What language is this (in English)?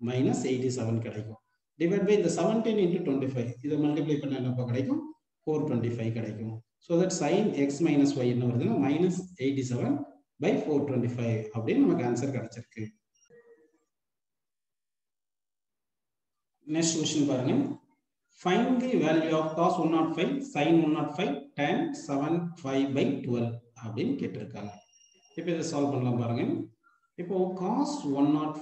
Tamil